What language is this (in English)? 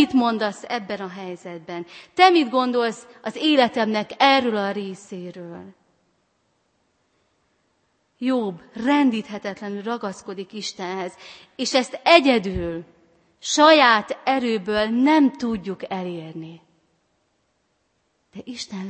Hungarian